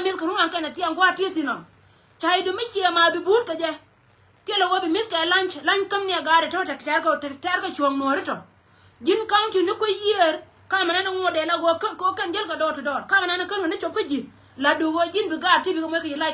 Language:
Nuer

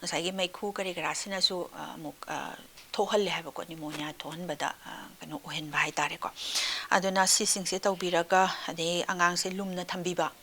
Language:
Manipuri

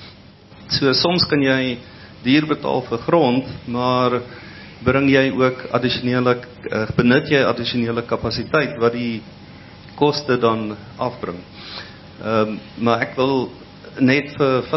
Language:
Afrikaans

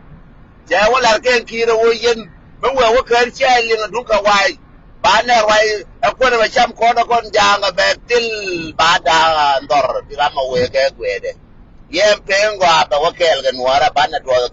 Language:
Nuer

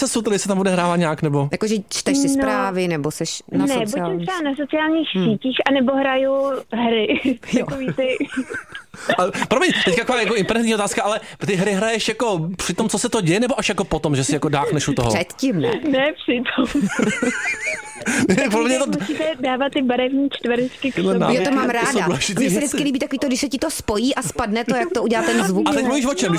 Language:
Czech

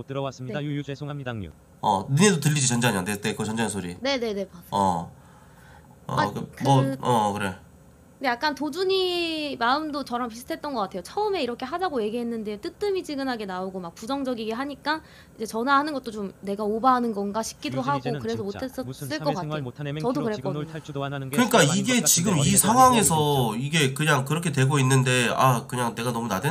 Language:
Korean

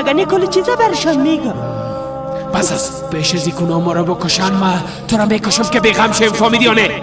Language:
Persian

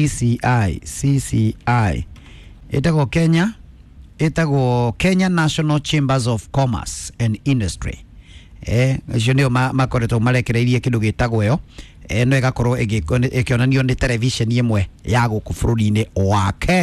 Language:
Kikuyu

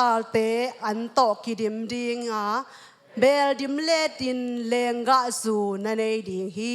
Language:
Tedim Chin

